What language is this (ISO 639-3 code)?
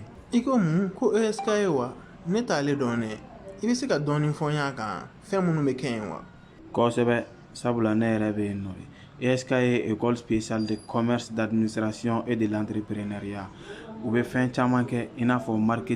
bam